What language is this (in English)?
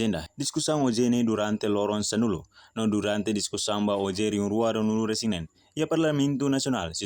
Tetum